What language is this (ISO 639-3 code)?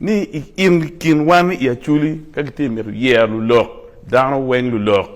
ach